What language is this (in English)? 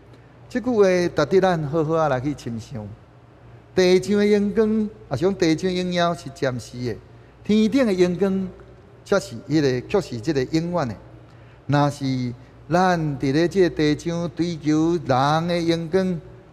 Min Nan Chinese